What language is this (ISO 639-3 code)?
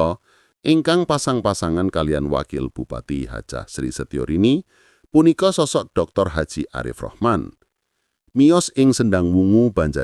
jav